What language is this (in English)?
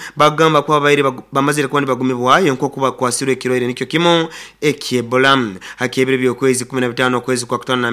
Nyoro